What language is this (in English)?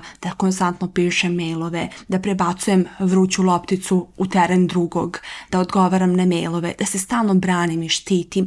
Serbian